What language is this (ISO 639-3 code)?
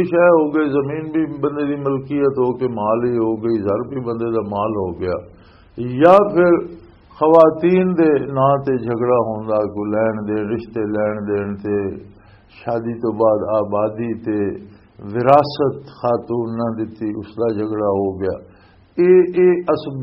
lah